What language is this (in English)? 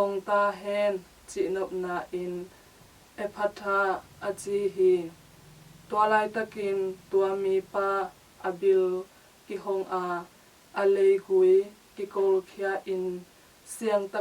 Tedim Chin